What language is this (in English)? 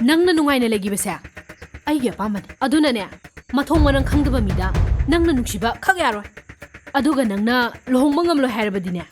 Manipuri